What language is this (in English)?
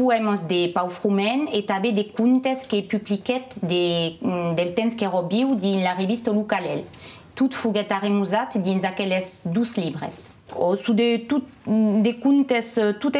Occitan